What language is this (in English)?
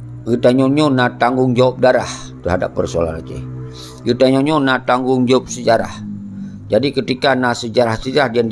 Achinese